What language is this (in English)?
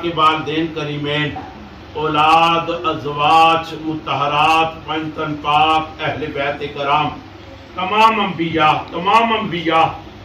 Pahari-Potwari